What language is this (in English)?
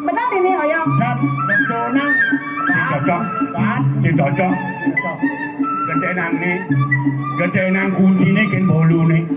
Balinese